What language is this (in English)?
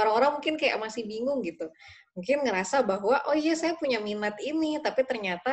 Indonesian